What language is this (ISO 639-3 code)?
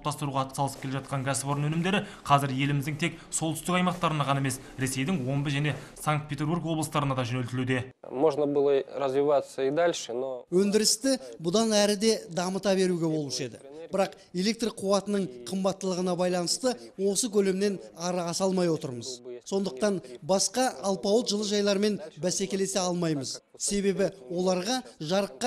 kaz